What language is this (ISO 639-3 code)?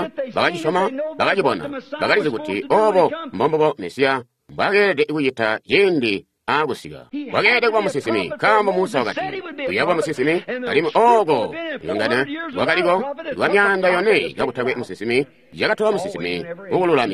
toi